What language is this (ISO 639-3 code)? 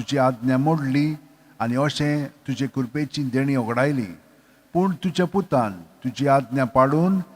kok